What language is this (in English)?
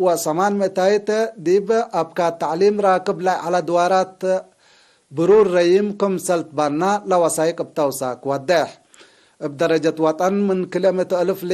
Tigre